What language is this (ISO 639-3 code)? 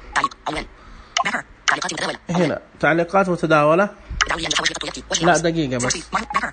ars